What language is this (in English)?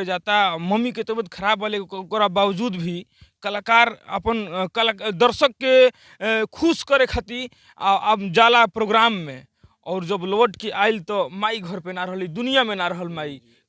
Bhojpuri